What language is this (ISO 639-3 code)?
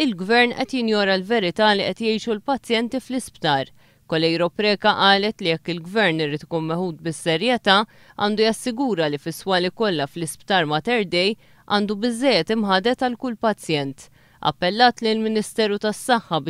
mlt